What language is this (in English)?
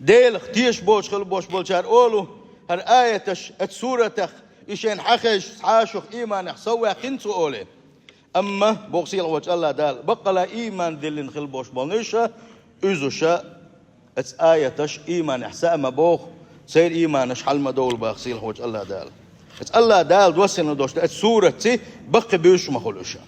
Chechen